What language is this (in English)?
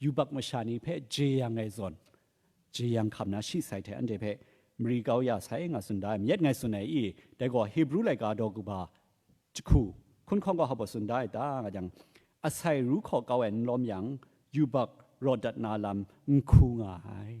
Kachin